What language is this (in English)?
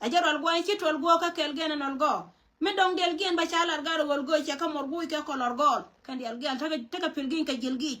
Nuer